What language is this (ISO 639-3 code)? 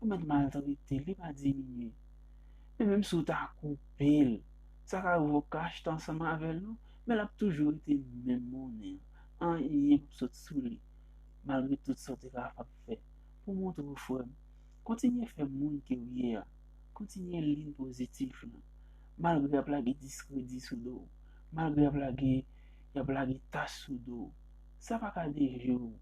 hat